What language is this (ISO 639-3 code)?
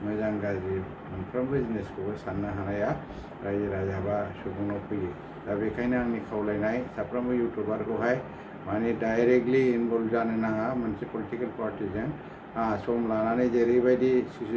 brx